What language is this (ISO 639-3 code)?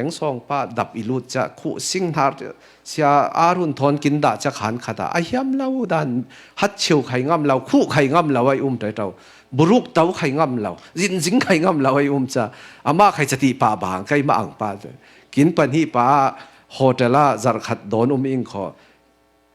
cfm